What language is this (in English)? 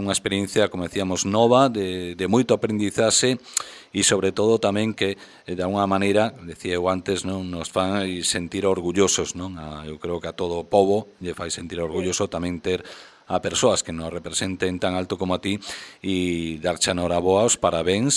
Galician